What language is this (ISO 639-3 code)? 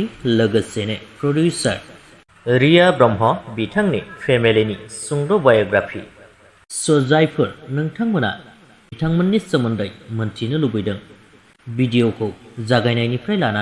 brx